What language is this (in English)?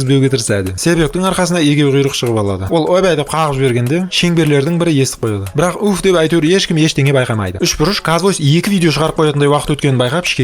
Kazakh